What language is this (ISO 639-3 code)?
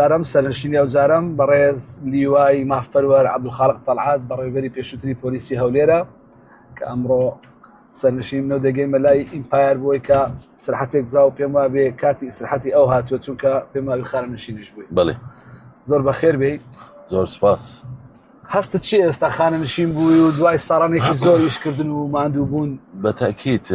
ckb